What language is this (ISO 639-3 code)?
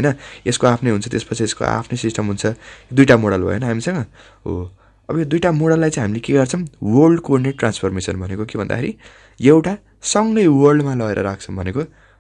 nep